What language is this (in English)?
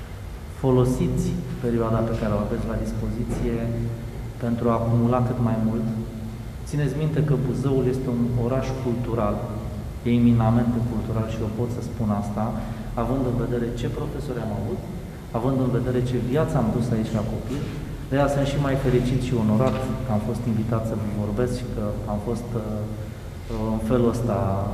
Romanian